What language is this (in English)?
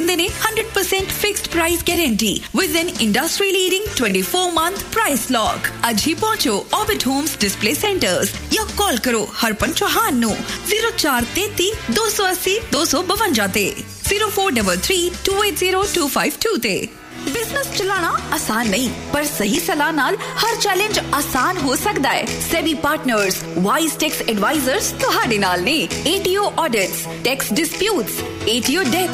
Punjabi